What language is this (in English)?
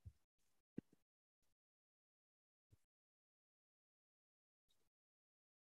Kazakh